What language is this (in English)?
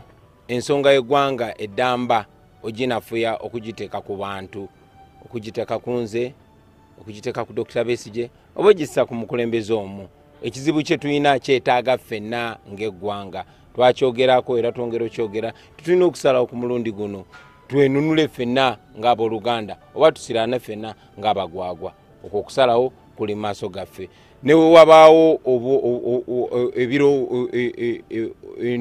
Ganda